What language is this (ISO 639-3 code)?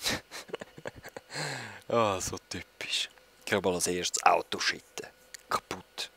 gsw